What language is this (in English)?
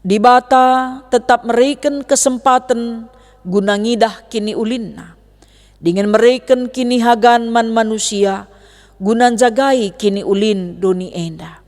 Batak Karo